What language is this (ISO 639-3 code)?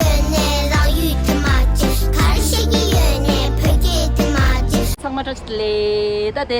bod